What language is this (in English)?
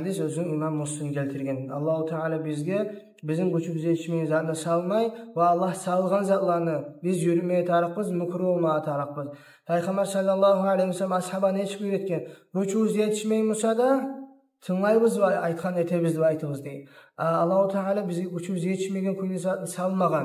Kumyk